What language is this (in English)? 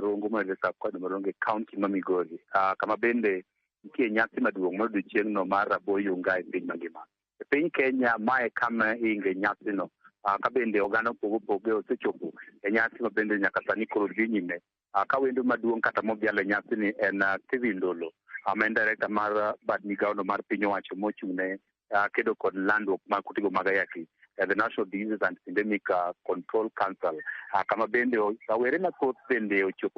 Luo (Kenya and Tanzania)